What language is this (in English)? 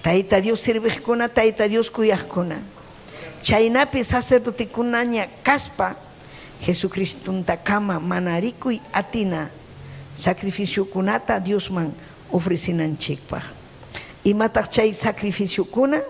Ayacucho Quechua